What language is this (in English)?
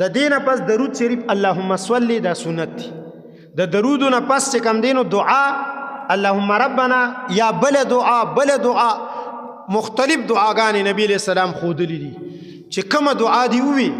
Pashto